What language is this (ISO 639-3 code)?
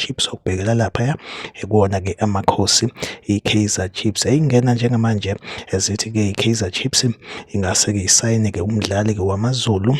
zul